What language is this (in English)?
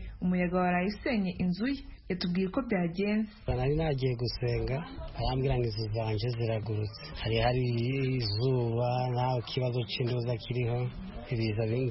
Kinyarwanda